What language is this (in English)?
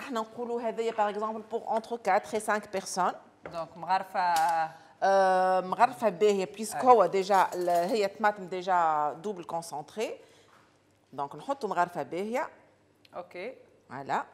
Tunisian Arabic